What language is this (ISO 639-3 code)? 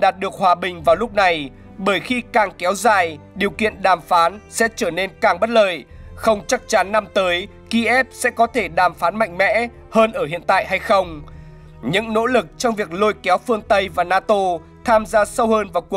vie